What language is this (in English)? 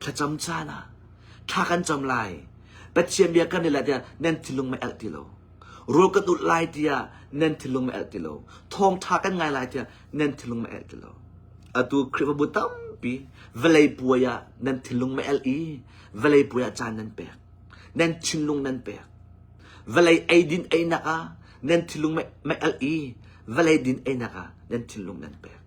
Hakha Chin